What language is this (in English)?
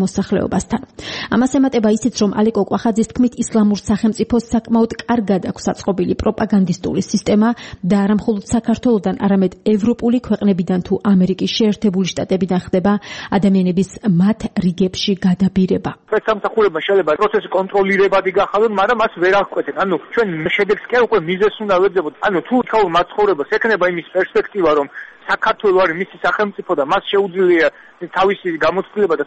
Georgian